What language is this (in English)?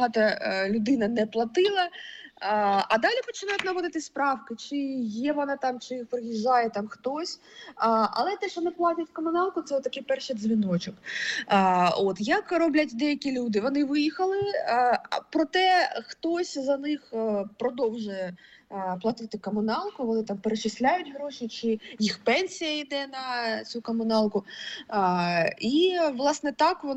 Ukrainian